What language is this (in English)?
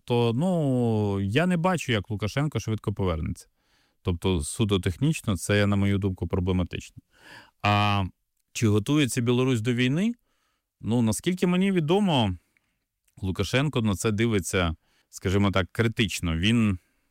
Ukrainian